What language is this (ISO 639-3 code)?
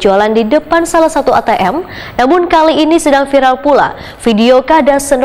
bjn